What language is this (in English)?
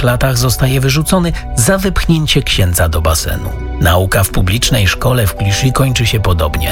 Polish